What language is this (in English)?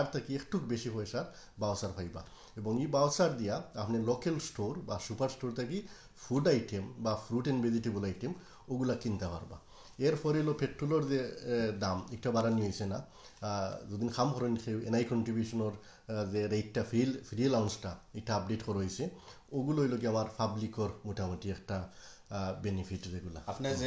Sylheti